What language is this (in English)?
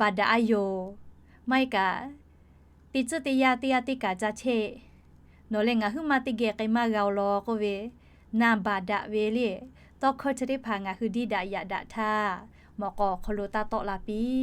Lahu